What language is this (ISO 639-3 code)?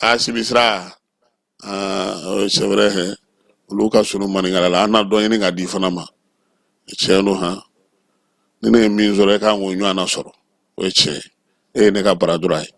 bam